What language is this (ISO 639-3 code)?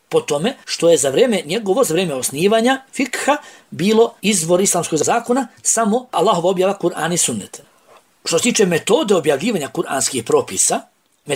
bos